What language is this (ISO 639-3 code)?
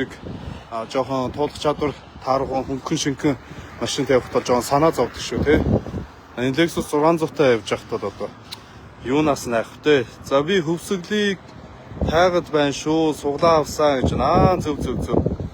mon